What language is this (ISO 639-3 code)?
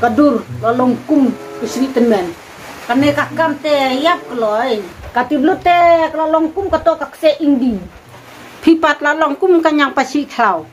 kha